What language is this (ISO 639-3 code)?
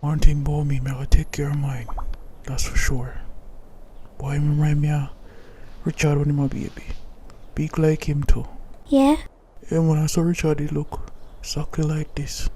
jam